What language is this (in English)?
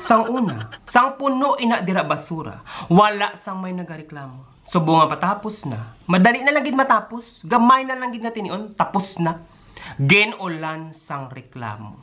Hiligaynon